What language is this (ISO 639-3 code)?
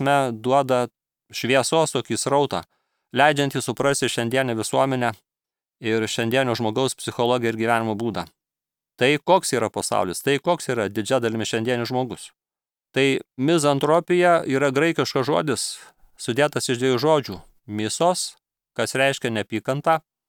lit